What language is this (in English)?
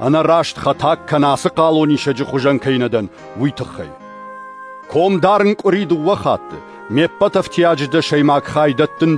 Ossetic